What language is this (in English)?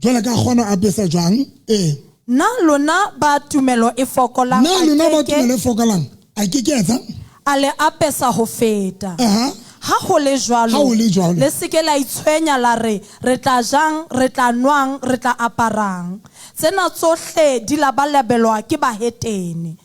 Southern Sotho